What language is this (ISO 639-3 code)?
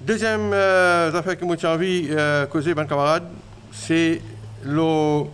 mfe